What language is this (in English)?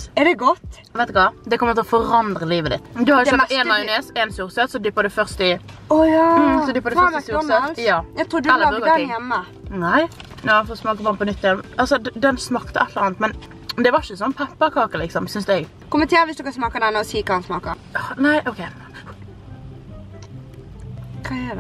Norwegian